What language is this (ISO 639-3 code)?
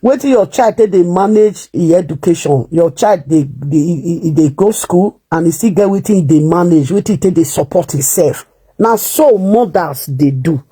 pcm